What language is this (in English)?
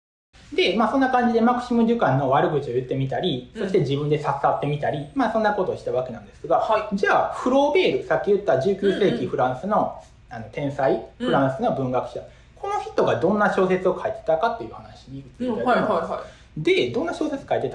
Japanese